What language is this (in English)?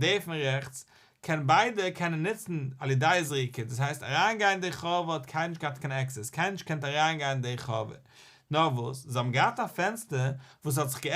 Yiddish